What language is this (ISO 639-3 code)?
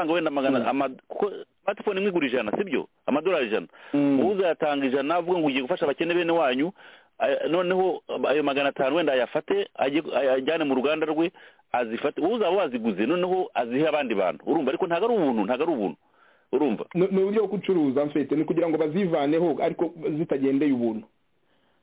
kin